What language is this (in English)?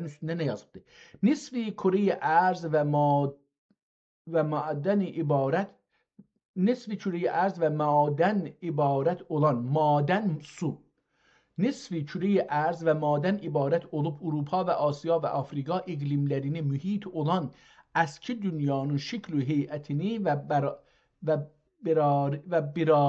South Azerbaijani